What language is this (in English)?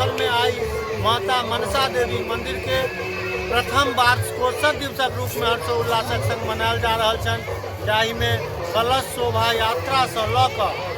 Maithili